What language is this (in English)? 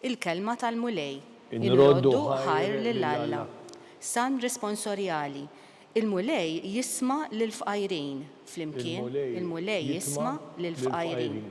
Maltese